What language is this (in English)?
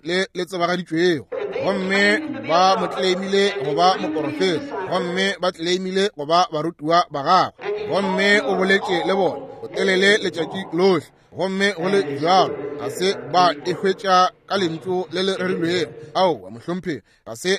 Northern Sotho